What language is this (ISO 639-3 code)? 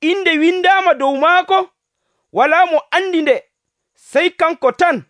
fuv